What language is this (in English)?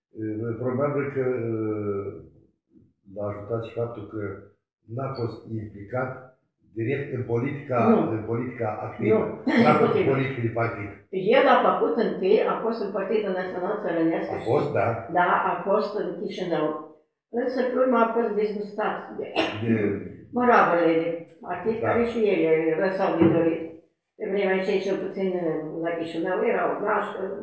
Romanian